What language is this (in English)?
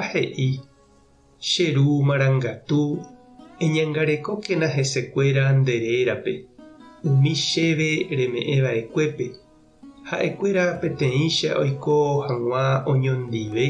Guarani